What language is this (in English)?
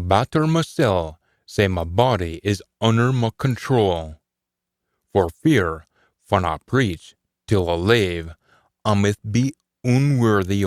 Scots